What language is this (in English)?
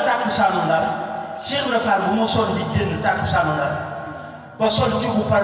Wolof